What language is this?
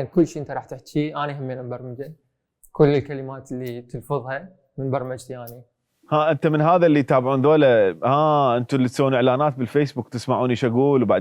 Mesopotamian Arabic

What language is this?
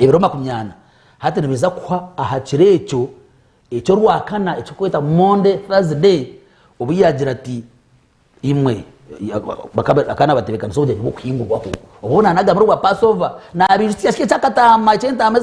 Nyankole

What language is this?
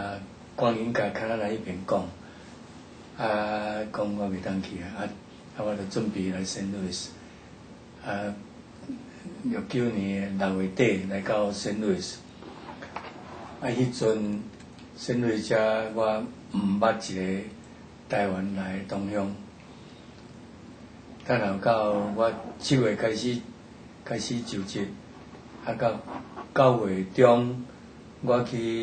Min Nan Chinese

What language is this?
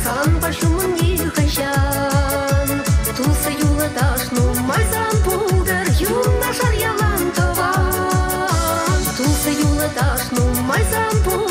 Chuvash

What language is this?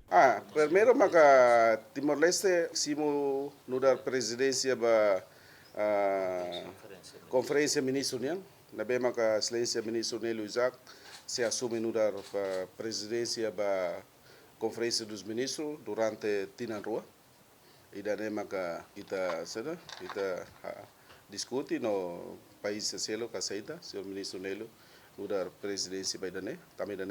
Tetum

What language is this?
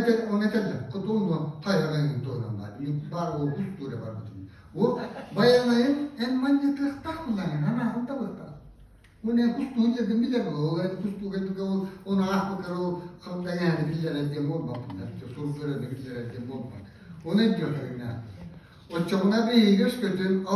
Yakut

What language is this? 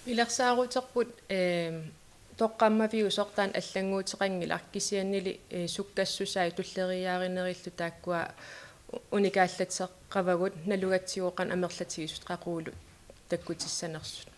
Kalaallisut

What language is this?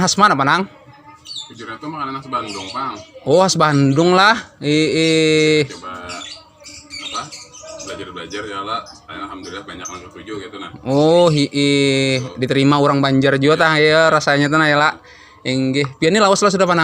Banjar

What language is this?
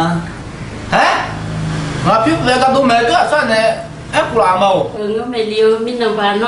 Akha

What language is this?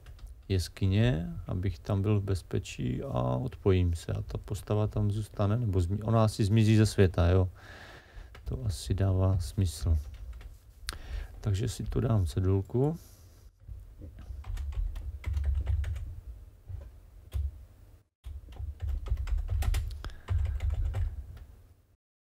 Czech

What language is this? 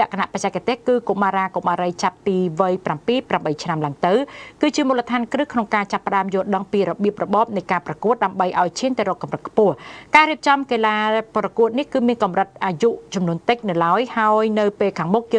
Khmer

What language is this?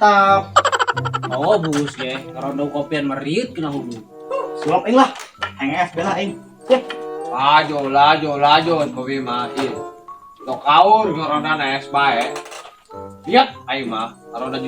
Sundanese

